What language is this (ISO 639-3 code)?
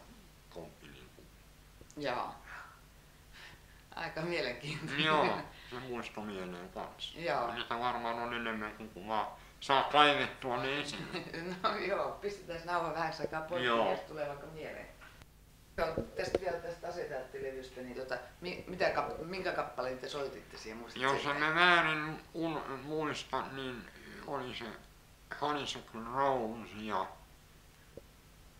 fin